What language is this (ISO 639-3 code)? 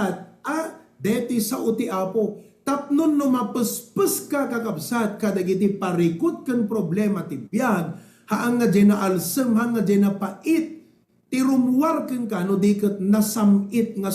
ilo